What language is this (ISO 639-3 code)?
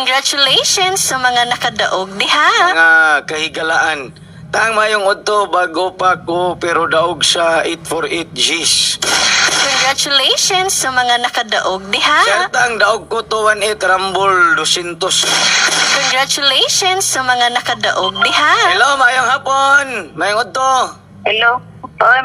ceb